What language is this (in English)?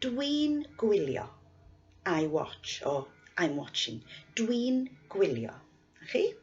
Welsh